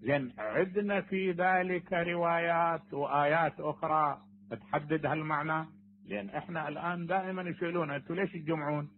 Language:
Mesopotamian Arabic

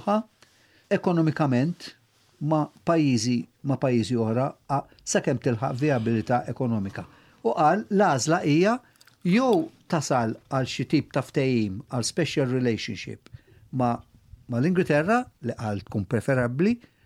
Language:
Maltese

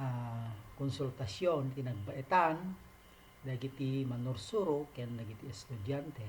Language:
Iloko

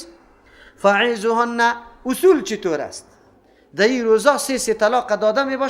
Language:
Persian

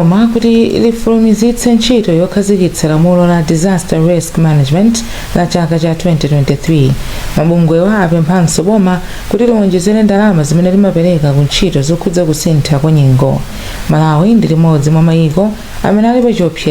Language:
Nyanja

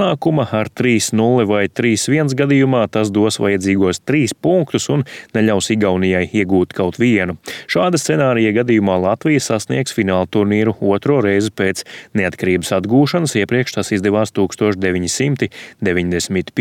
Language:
Latvian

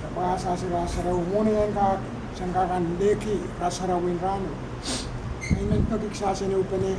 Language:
Pohnpeian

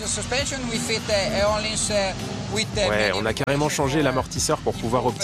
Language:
French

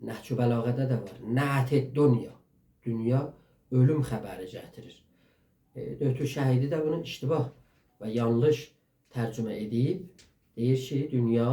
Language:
South Azerbaijani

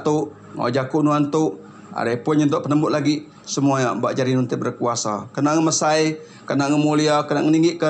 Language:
Iban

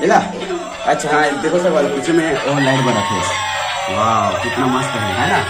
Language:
Chhattisgarhi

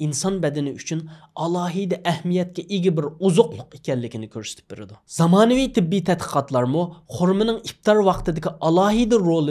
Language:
Uyghur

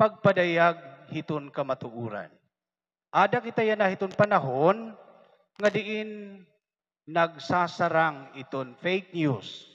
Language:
Waray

